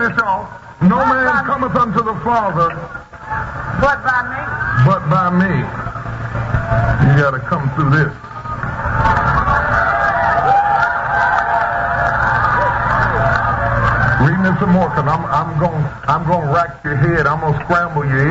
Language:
English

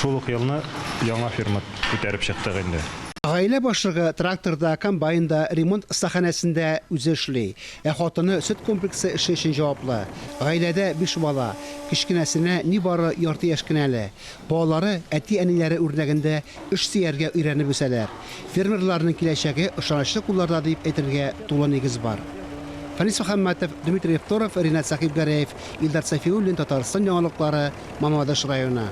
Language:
Tatar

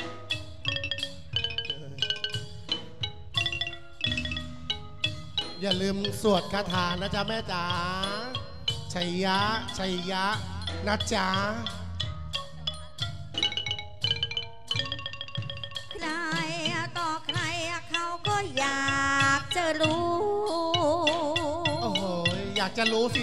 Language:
Thai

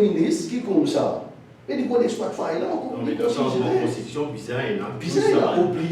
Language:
Morisyen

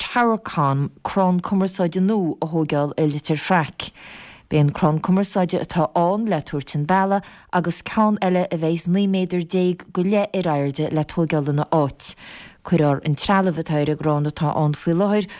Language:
Irish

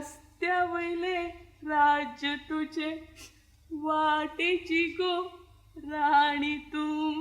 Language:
Konkani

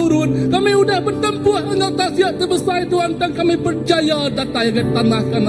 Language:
Iban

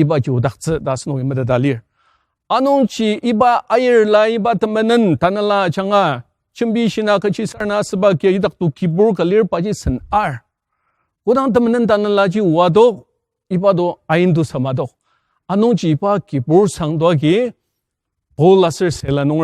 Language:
Ao Naga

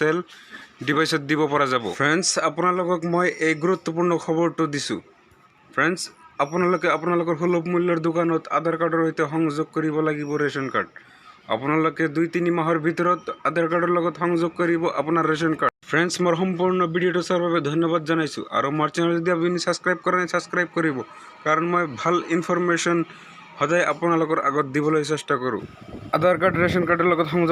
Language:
Assamese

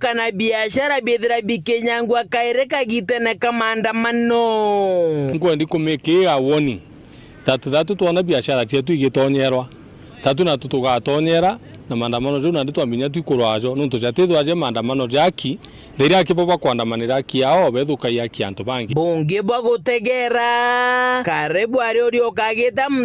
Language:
Meru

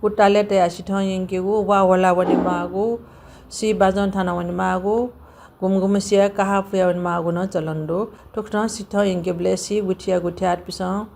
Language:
Newari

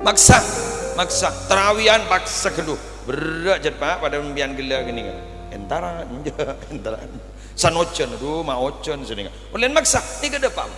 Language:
Madurese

